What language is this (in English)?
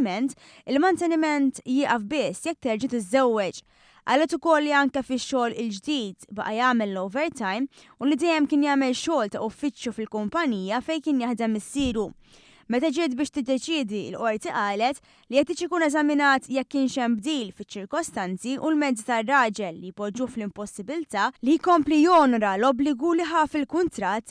Maltese